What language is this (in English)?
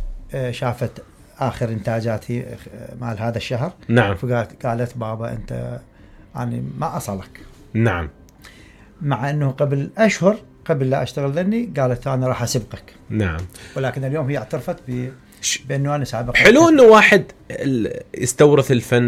Mesopotamian Arabic